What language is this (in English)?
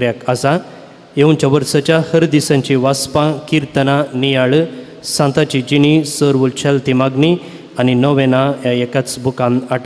Konkani